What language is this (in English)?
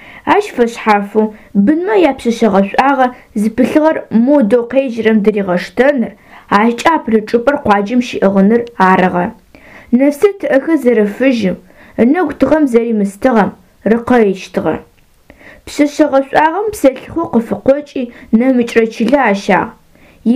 Adyghe